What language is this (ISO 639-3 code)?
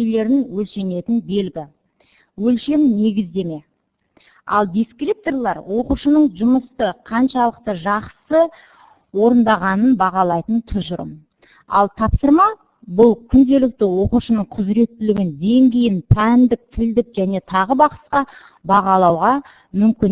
kaz